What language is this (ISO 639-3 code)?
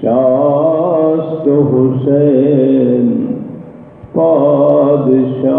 skr